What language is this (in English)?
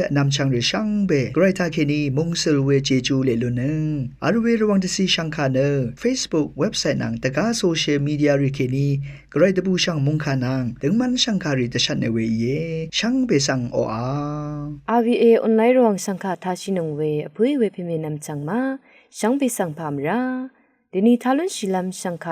Rawang